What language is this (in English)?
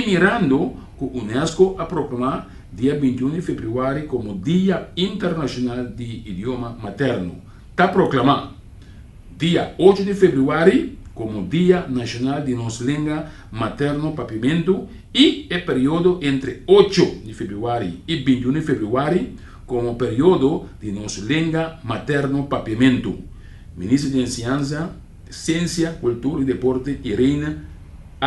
Papiamento